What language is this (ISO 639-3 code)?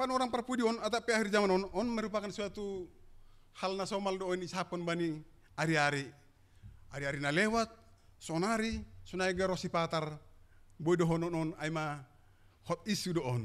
bts